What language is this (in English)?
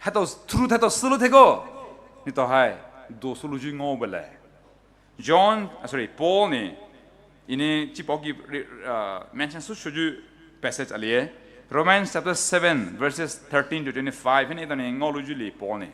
Poumei Naga